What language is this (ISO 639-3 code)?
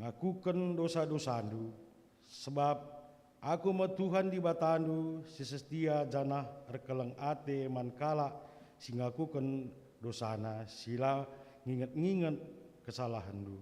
btx